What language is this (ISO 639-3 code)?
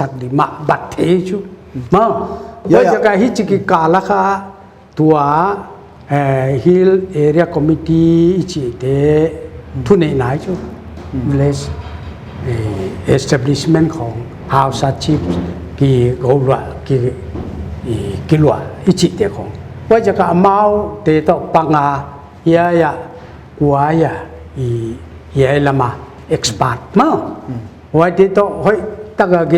pck